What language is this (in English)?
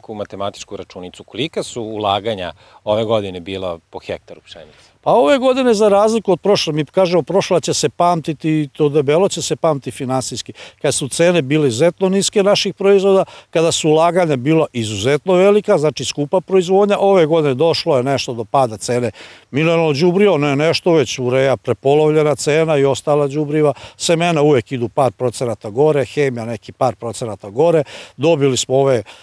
Serbian